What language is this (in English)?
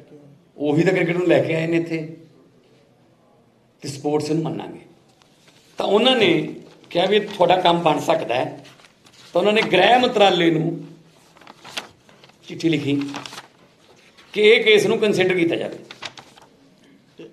Punjabi